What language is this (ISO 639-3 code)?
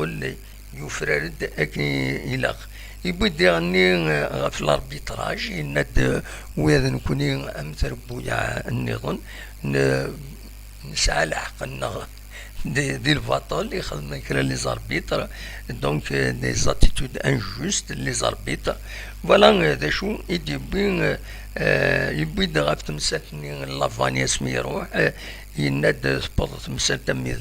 kab